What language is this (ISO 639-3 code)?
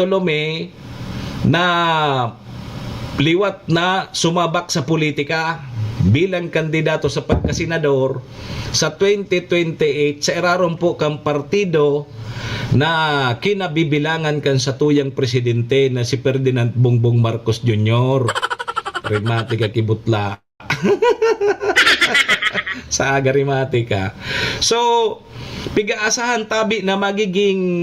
bik